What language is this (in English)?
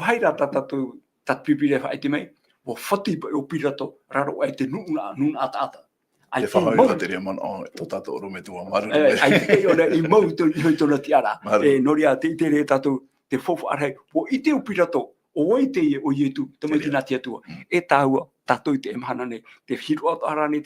Tahitian